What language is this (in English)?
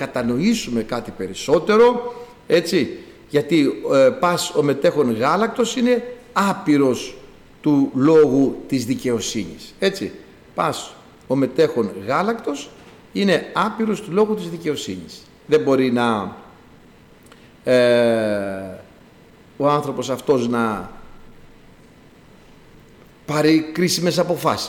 Greek